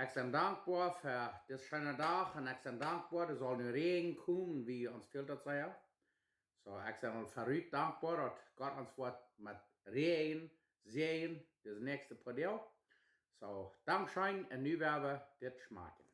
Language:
Plautdietsch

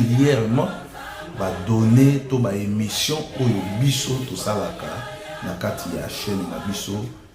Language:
Lingala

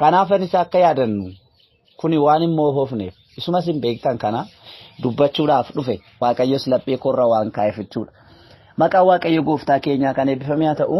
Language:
Oromo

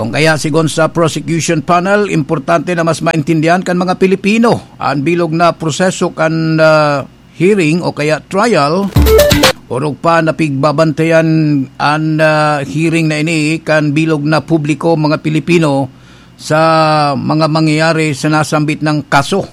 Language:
Bikol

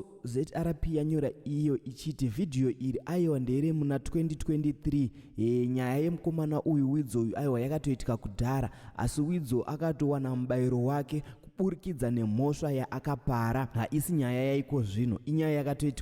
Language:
Shona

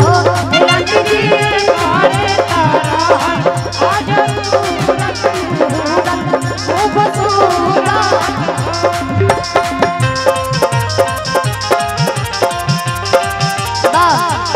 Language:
Bhojpuri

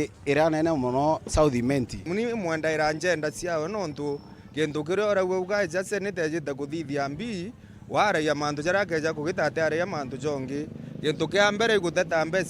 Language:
Meru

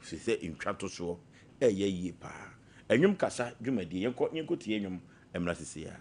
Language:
Akan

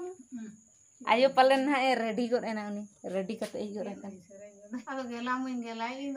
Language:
Santali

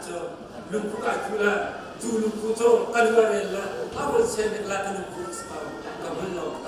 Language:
Hakha Chin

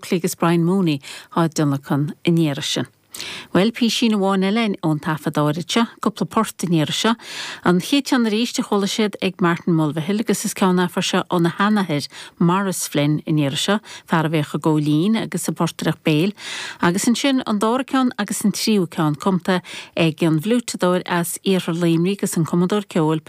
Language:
Irish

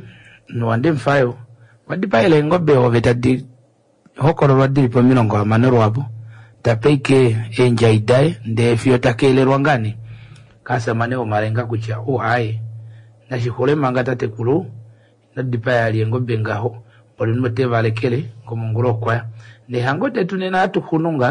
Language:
Kuanyama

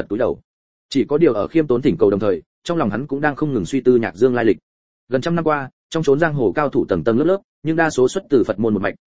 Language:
Vietnamese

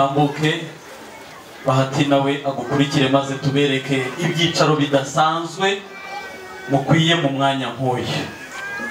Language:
Kinyarwanda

